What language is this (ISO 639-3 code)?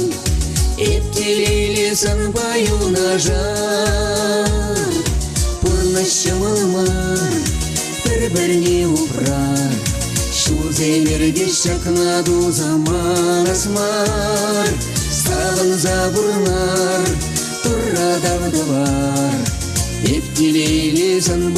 chv